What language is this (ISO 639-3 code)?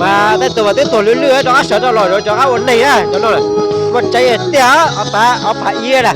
hmn